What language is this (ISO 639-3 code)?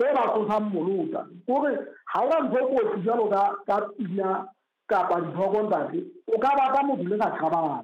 sot